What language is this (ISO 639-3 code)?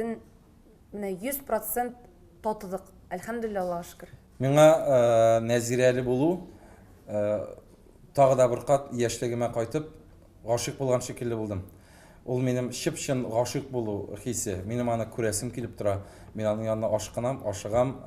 tat